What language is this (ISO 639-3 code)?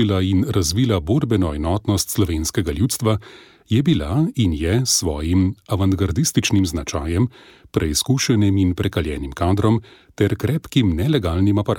slv